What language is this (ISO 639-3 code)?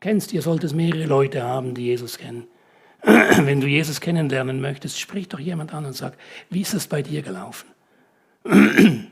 gsw